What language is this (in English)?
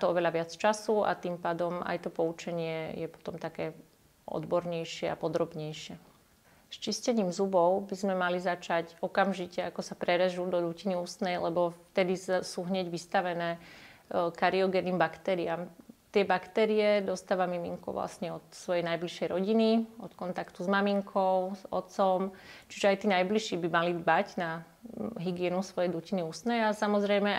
Slovak